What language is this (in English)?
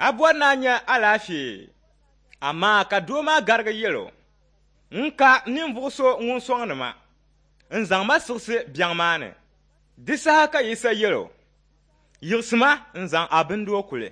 Dagbani